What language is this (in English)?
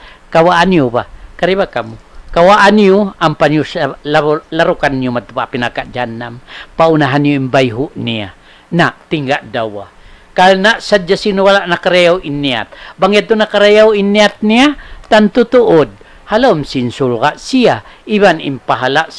Tausug